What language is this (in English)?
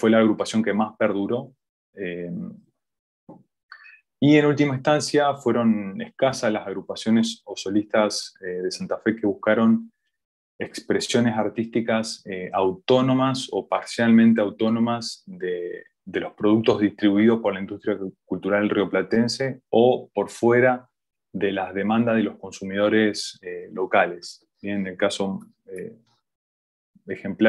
Spanish